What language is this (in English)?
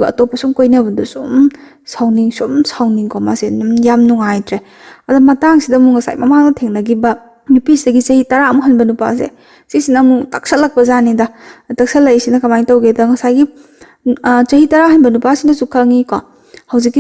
Manipuri